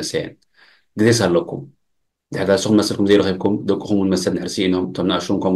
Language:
Tigrinya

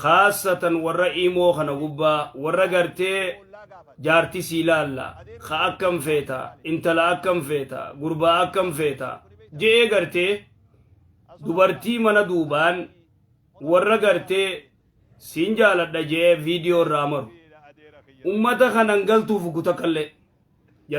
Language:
Oromo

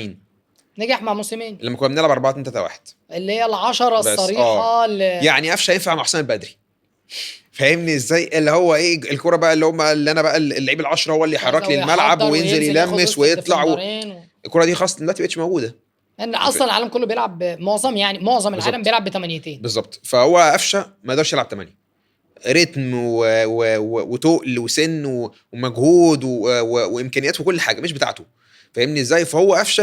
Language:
Egyptian Arabic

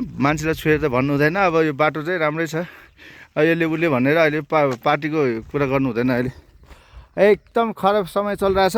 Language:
Nepali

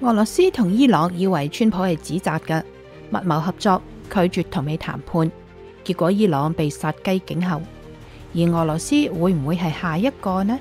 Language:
Cantonese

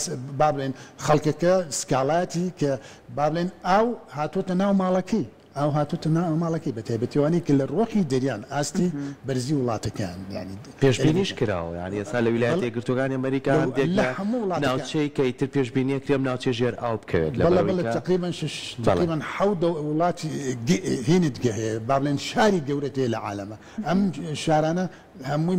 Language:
Central Kurdish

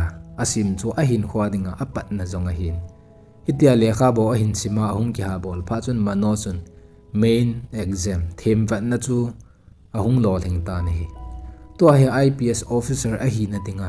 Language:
Thado Chin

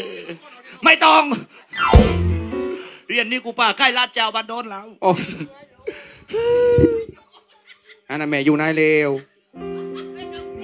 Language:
Thai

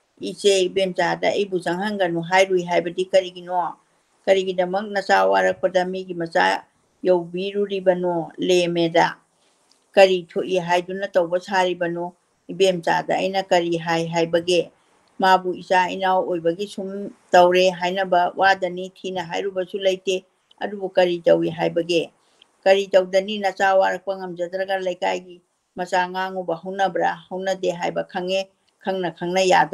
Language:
Manipuri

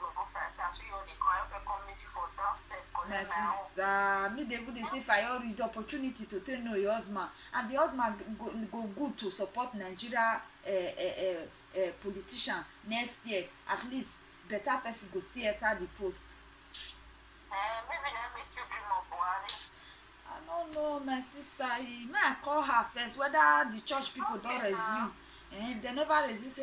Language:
Nigerian Pidgin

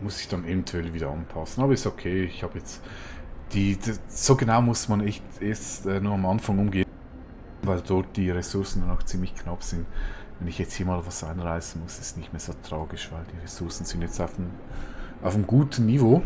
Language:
Swiss German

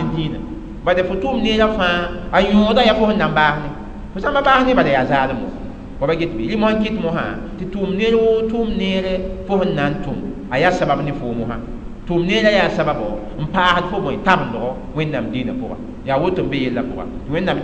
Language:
Mossi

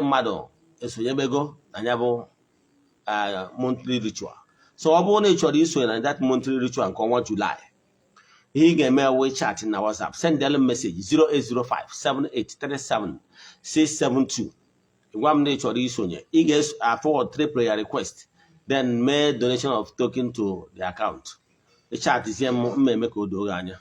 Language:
Igbo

